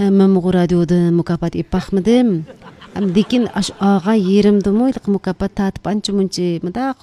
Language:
Uyghur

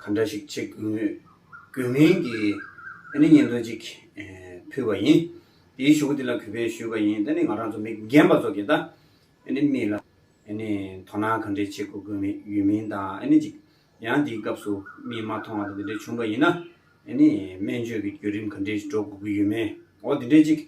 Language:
Tibetan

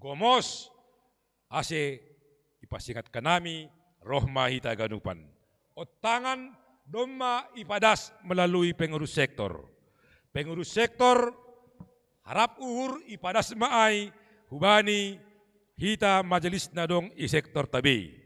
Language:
Batak Simalungun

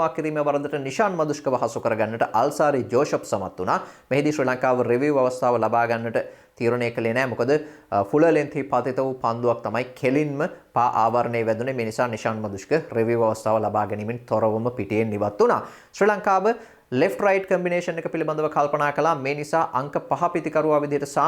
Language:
Sinhala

